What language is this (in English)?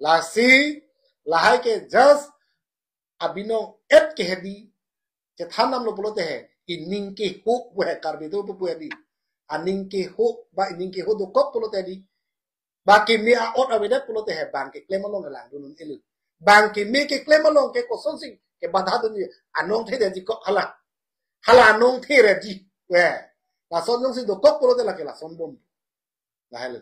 Karbi